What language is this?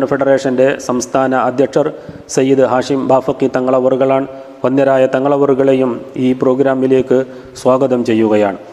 Malayalam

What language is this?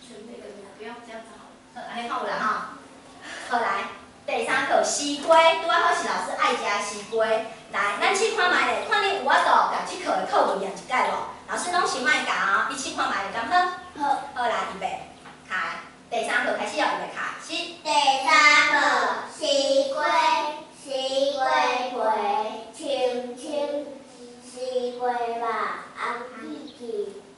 Min Nan Chinese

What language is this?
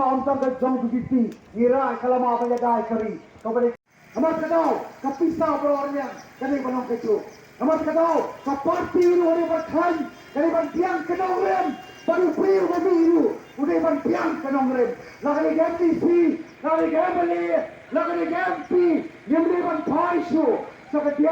Khasi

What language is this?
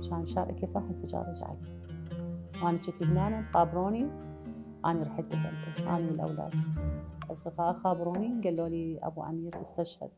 Mesopotamian Arabic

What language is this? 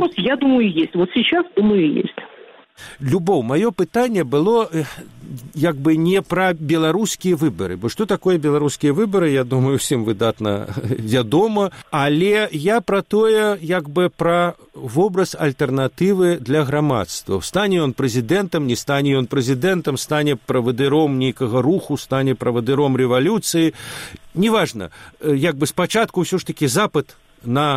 Belarusian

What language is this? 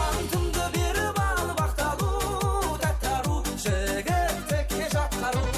Kara-Kalpak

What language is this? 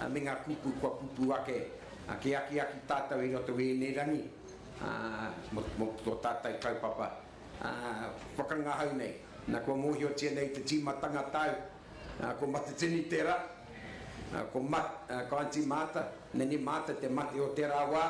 Māori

